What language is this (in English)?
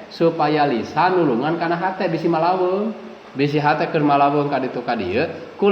Sundanese